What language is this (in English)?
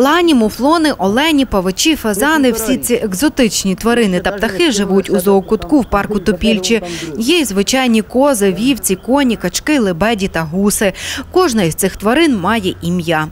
Ukrainian